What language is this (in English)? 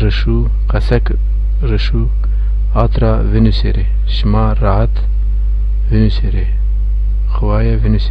Zaza